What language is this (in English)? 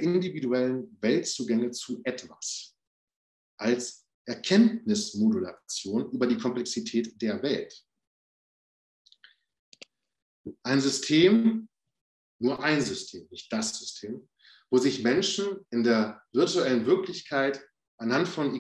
German